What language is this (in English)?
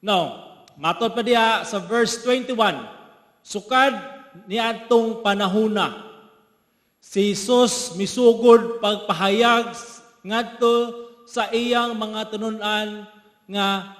Cebuano